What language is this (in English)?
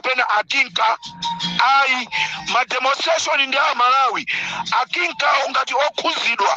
Nyanja